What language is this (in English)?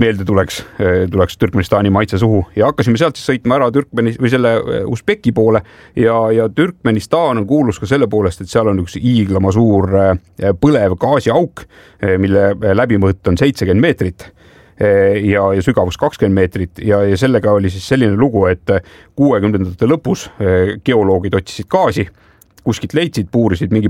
Estonian